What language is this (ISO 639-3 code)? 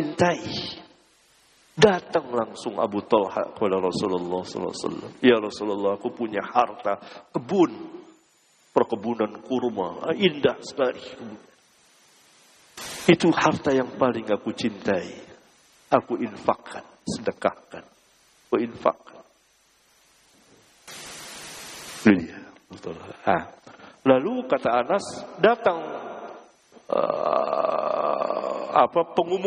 ind